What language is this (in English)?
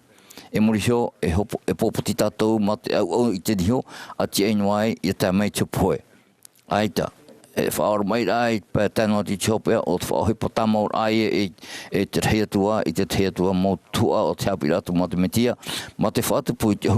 Tahitian